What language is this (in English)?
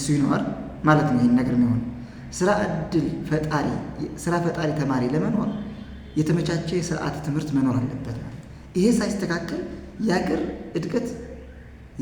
Amharic